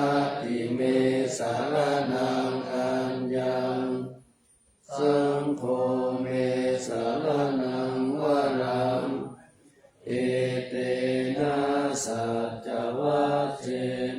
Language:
Pali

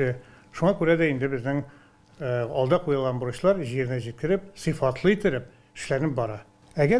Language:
Tatar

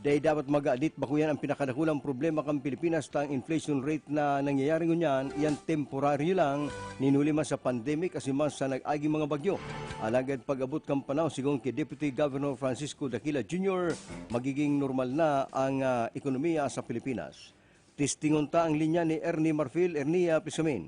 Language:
Bikol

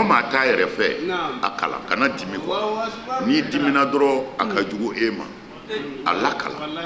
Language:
Bambara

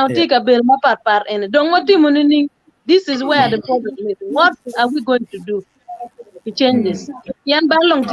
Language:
Acoli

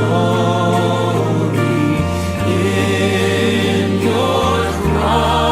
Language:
Biatah Bidayuh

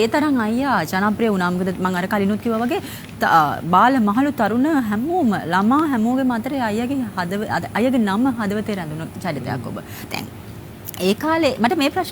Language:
Sinhala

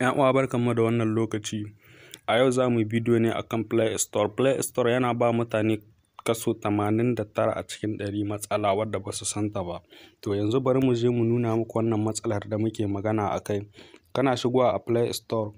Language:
Hausa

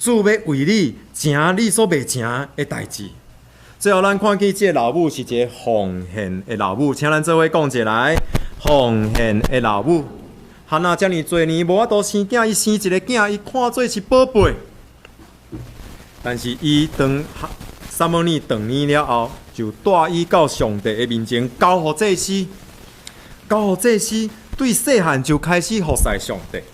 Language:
Min Nan Chinese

